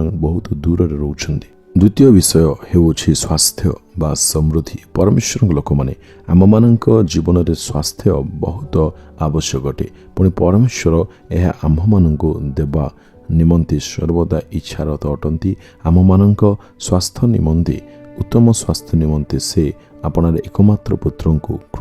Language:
Odia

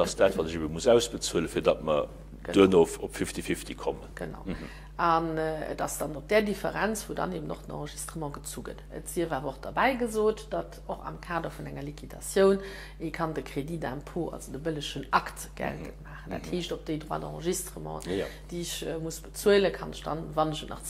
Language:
Luxembourgish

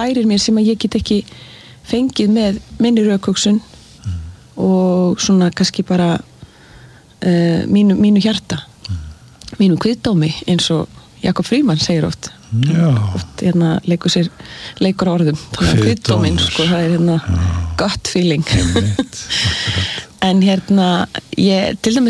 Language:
Icelandic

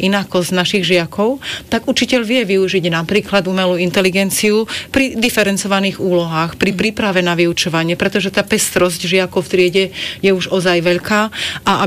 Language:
Slovak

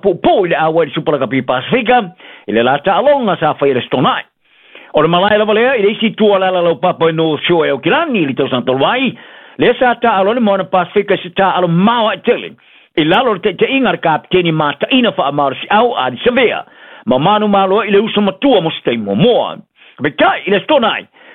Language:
Samoan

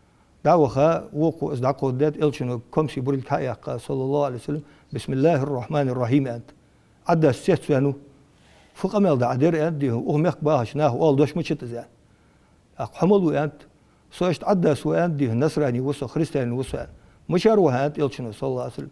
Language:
Ingush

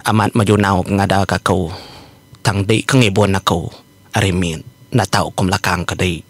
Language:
Iban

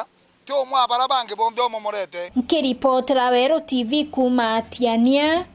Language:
Meru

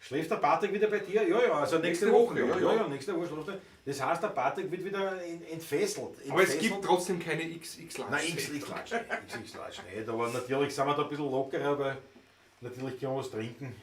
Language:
Bavarian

